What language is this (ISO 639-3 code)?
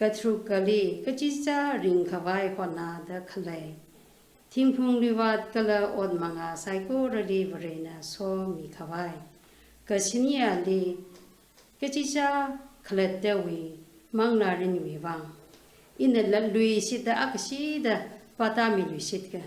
nmf